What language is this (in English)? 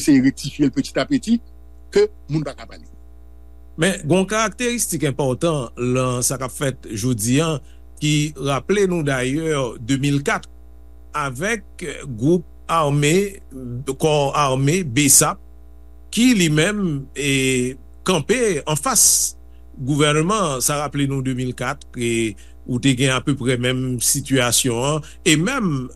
Haitian Creole